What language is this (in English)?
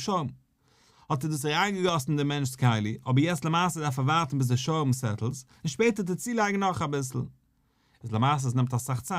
Yiddish